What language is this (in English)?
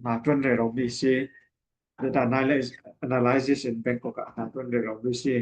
Falam Chin